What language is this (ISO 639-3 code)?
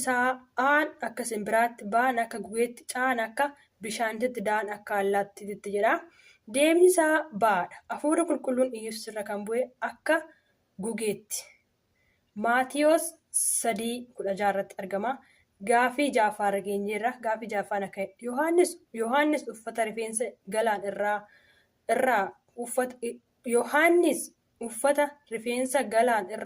orm